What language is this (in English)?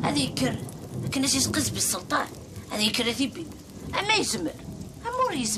Kabyle